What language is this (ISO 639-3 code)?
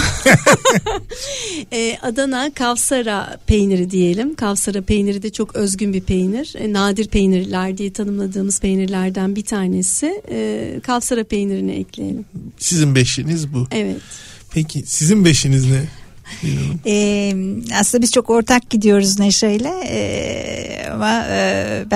tur